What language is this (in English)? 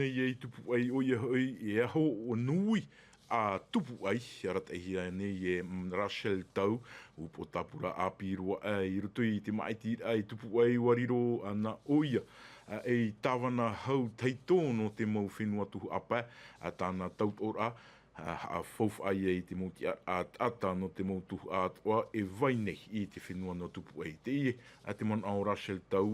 Tahitian